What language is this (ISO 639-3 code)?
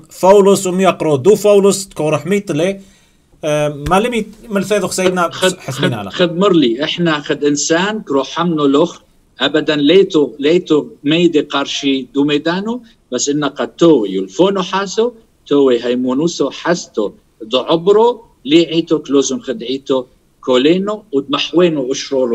tru